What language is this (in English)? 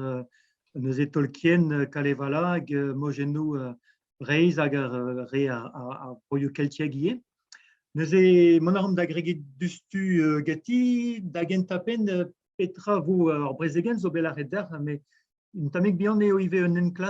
Breton